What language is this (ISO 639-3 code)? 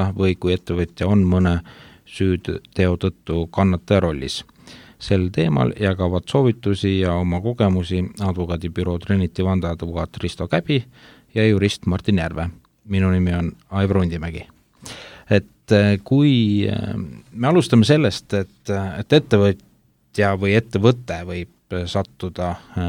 est